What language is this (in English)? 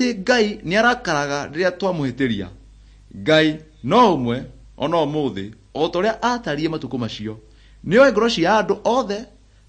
Kikuyu